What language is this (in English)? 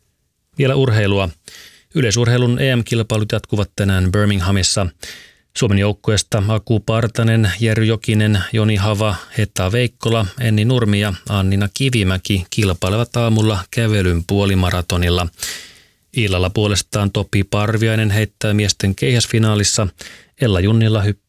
Finnish